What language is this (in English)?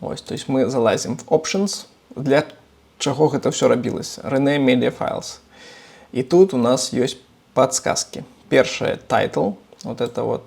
Belarusian